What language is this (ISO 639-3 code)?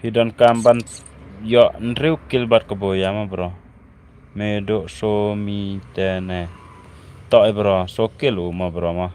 kha